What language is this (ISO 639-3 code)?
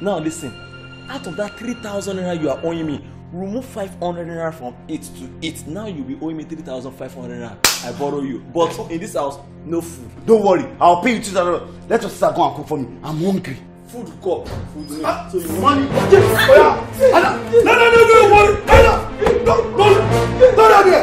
pcm